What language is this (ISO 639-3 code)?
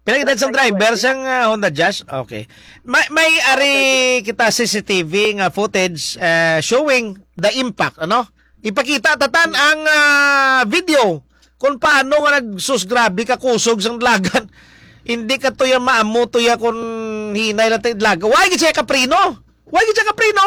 hil